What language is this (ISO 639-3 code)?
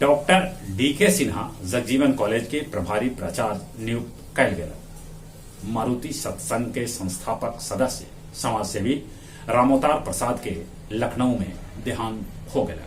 mag